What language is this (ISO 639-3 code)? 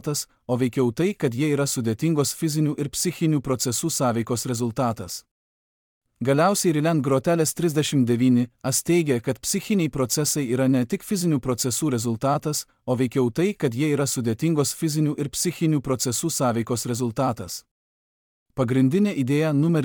lit